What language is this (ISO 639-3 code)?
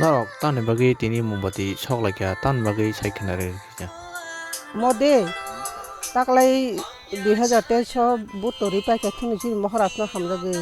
trp